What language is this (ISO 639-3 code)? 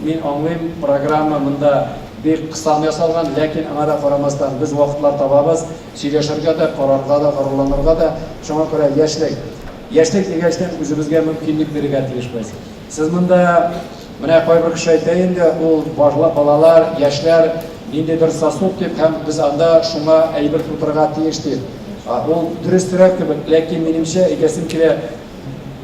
tat